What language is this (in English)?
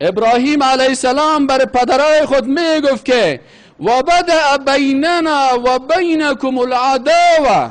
Persian